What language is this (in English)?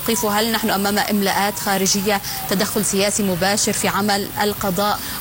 Arabic